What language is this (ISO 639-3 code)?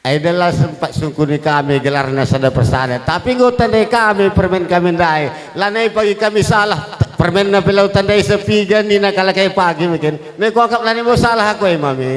btx